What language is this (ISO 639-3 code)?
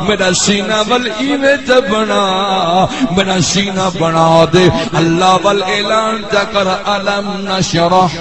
skr